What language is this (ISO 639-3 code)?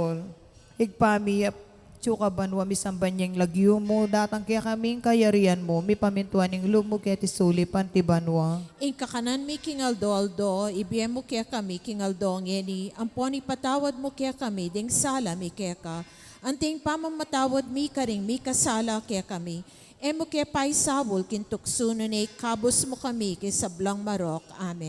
pam